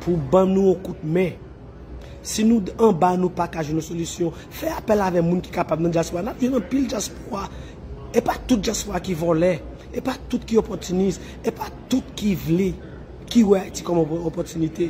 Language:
Haitian Creole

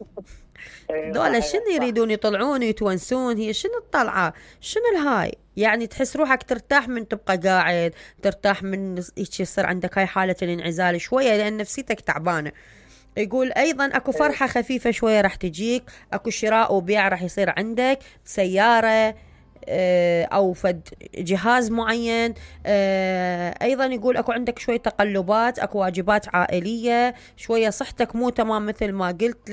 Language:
Mesopotamian Arabic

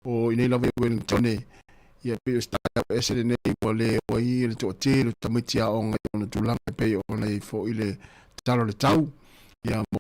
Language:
Samoan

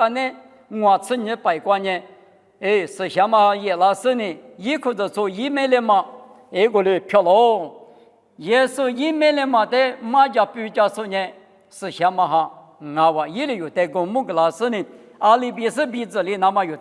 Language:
Lisu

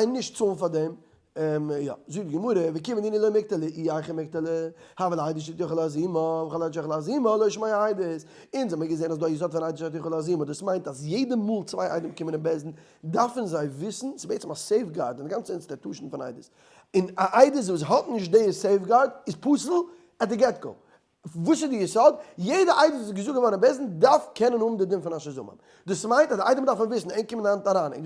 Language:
Yiddish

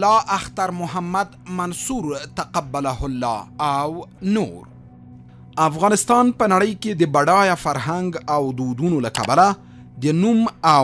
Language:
Pashto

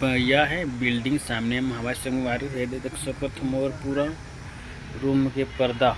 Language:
Chhattisgarhi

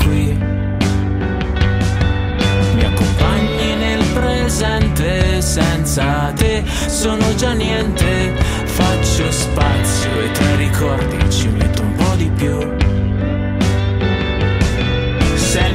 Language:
Italian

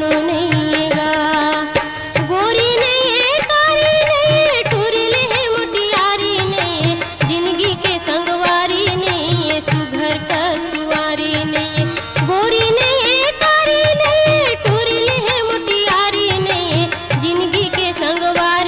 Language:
Chhattisgarhi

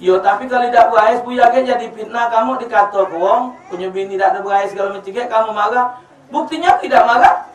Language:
Musi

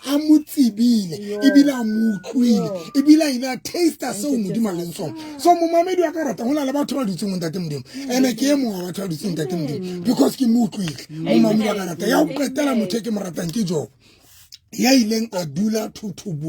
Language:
Southern Sotho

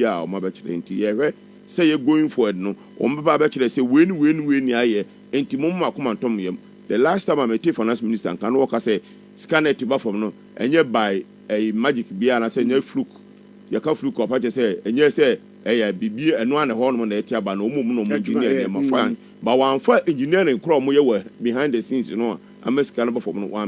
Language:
Akan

